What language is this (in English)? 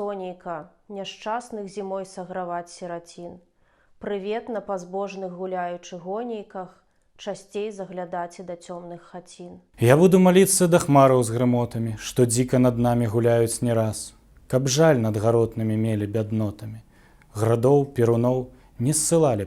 Belarusian